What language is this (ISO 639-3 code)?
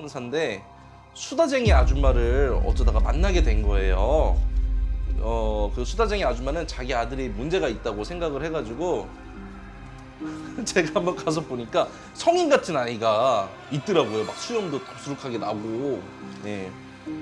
kor